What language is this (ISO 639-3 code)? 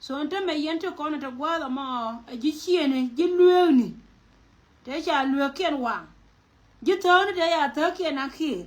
nus